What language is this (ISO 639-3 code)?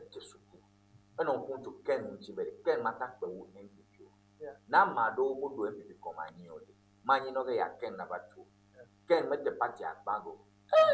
ewe